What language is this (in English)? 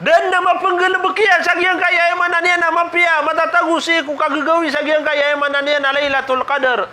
Maranao